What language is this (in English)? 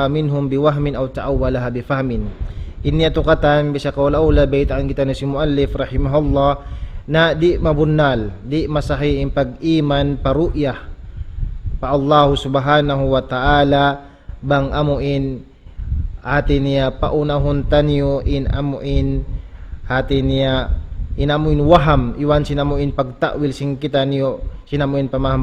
Tausug